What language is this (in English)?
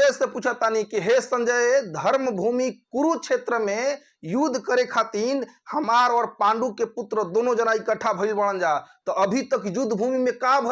Bhojpuri